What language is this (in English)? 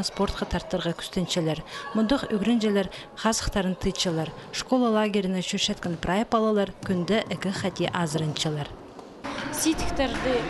Khakas